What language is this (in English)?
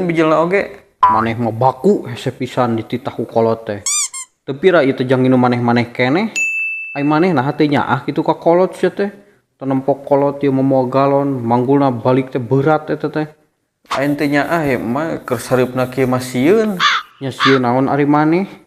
Sundanese